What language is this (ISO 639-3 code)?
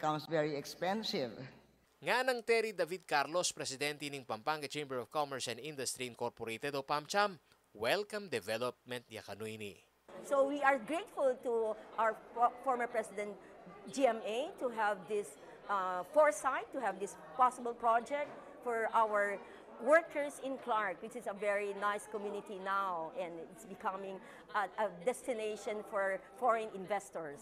pam